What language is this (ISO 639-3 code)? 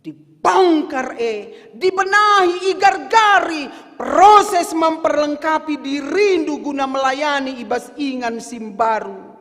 btx